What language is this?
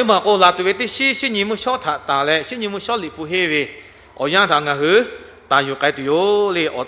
Lahu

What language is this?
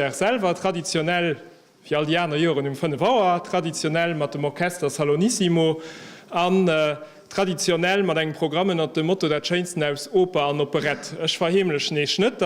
Luxembourgish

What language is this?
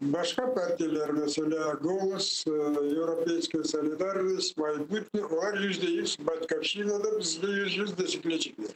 Crimean Tatar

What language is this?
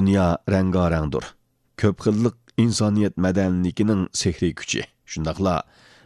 Uyghur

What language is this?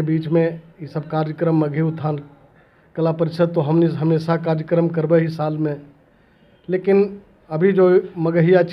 Magahi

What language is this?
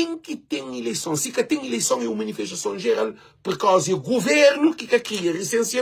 Kabuverdianu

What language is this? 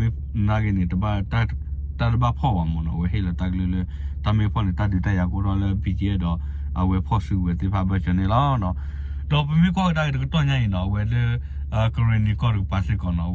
S'gaw Karen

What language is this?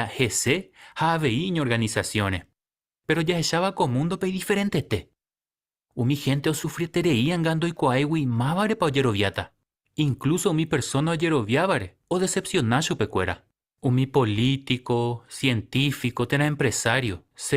Guarani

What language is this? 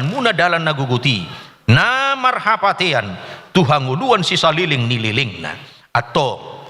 Batak Toba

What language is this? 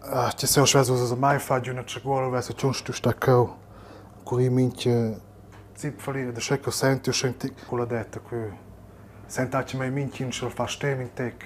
Romansh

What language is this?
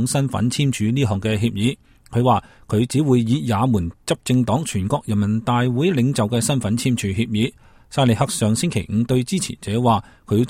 Cantonese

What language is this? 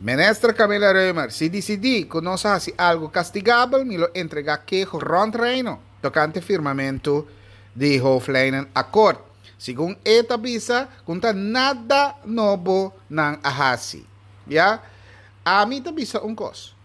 Papiamento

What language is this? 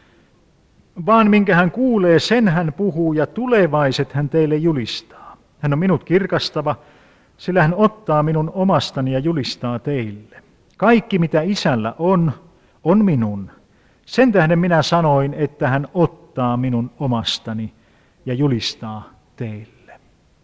Finnish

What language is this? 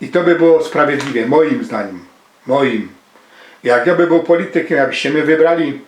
Silesian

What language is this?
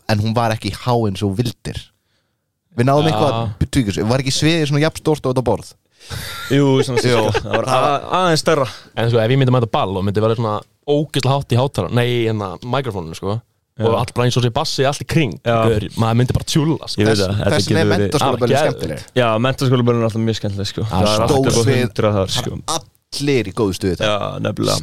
Icelandic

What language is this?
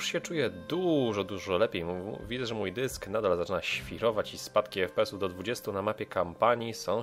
Polish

